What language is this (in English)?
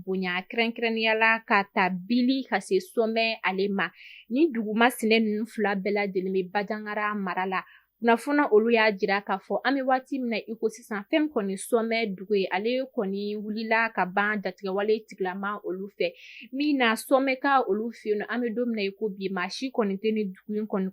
Bambara